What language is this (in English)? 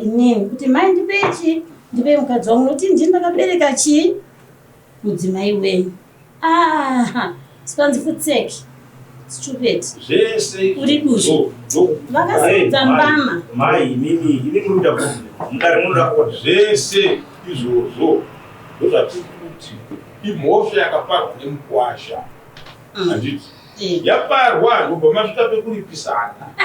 Shona